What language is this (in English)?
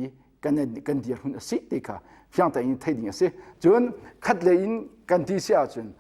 Hakha Chin